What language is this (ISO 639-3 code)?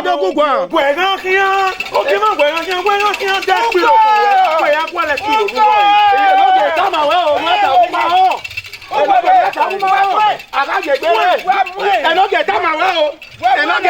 bin